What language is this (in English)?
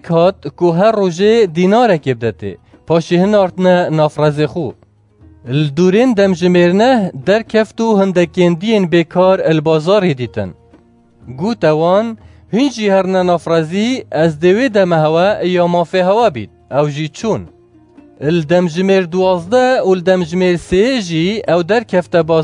Kurdish